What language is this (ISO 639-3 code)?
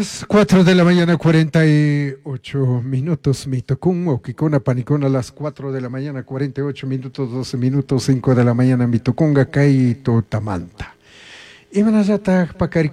qug